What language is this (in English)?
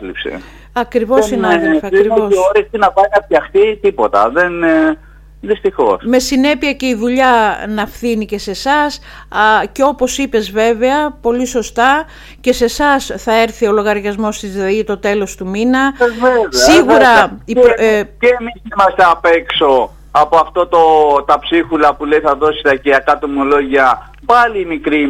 Greek